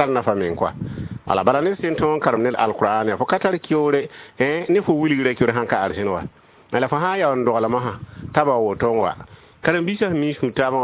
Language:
Mossi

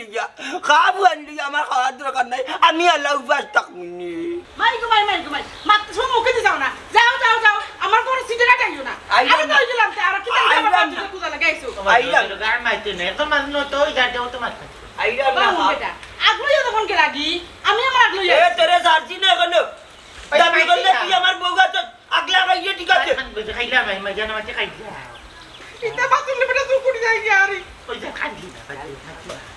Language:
Sylheti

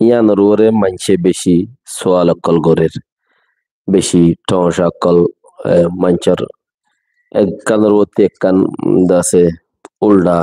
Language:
Rohingya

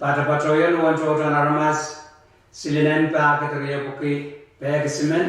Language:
Pohnpeian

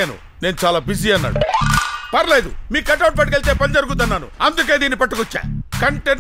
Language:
Telugu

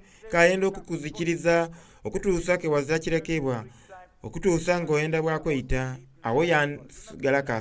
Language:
Soga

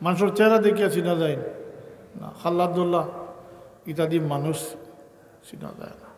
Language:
Sylheti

